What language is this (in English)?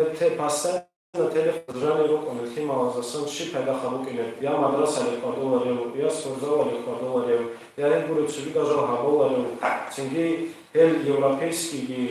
Avaric